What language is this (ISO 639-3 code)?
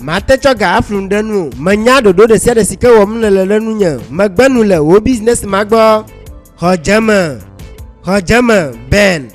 ewe